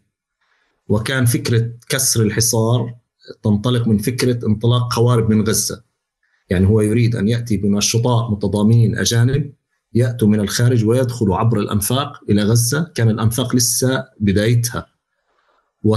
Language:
North Levantine Arabic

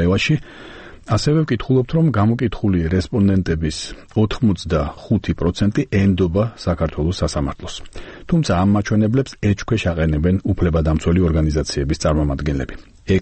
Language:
Georgian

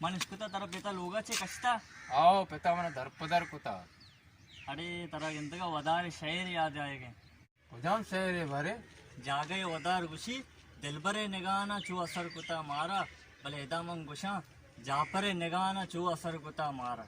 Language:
Baluchi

